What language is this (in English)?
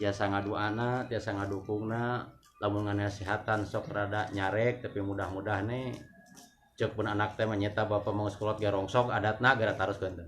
Sundanese